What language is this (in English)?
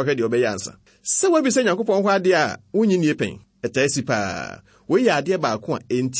Akan